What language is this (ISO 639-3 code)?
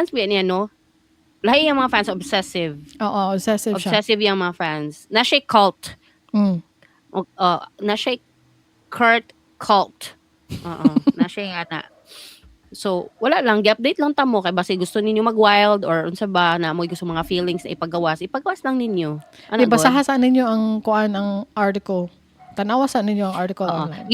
ceb